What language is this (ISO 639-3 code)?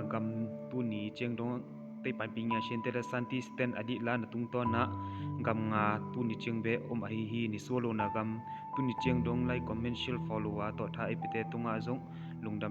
ctd